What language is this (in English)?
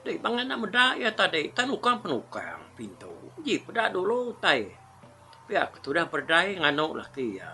Iban